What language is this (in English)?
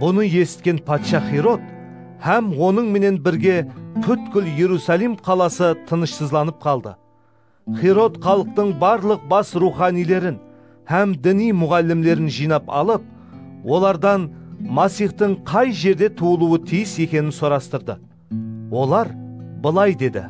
Kara-Kalpak